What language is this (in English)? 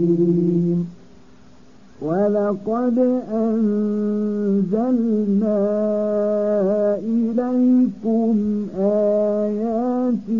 Arabic